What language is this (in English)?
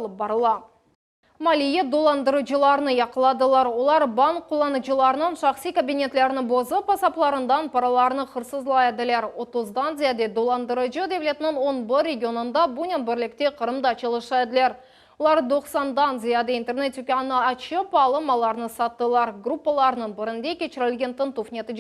Crimean Tatar